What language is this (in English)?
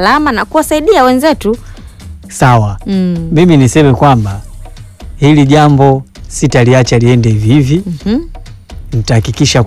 Swahili